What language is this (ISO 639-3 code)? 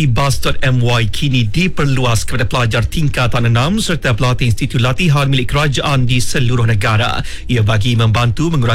msa